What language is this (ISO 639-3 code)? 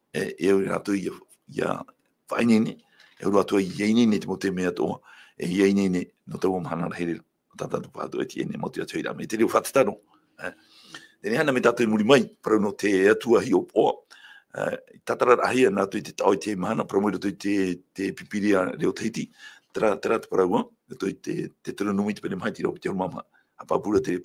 tah